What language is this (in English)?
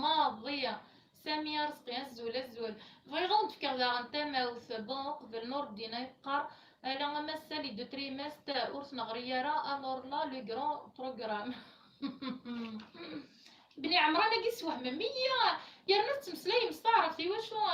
Kabyle